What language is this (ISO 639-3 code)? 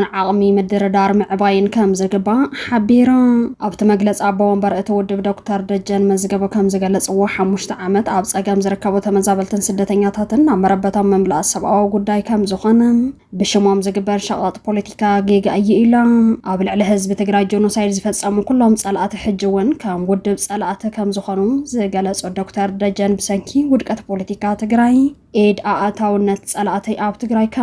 tir